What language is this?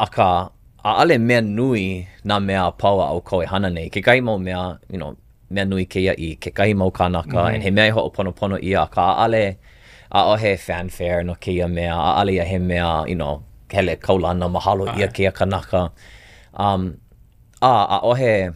Hawaiian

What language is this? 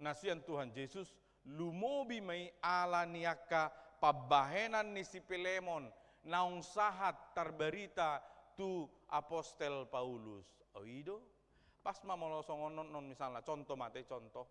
Batak Toba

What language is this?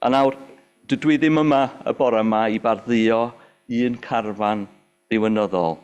Welsh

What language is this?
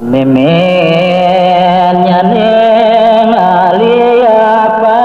Balinese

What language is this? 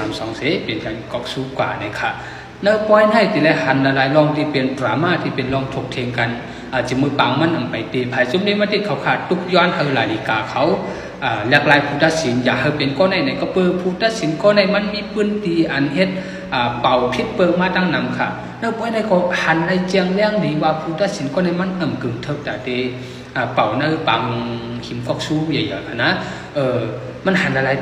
Shan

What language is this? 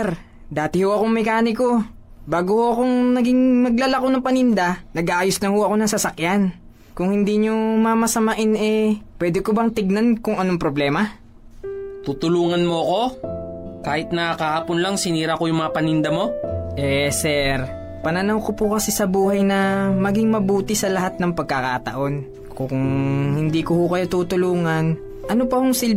Filipino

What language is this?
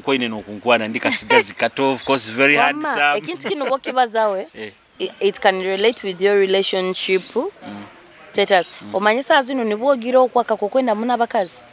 Nyoro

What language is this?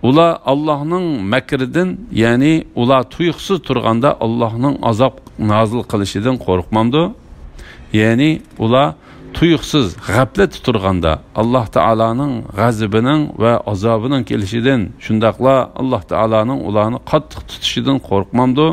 Uyghur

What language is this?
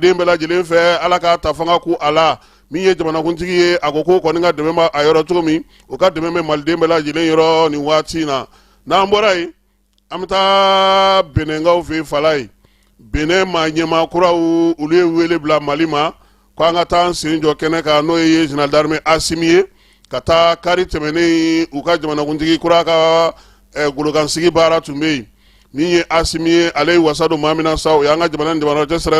Bambara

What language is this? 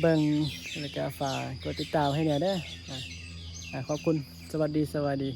Northeastern Thai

